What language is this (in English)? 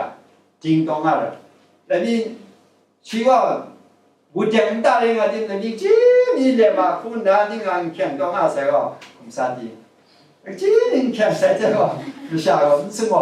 Kachin